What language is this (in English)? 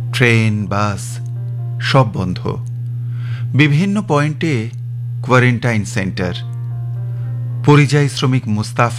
Bangla